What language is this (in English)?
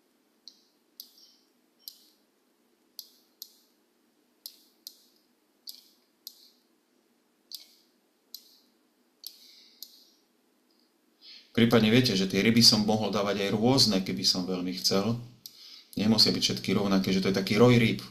Slovak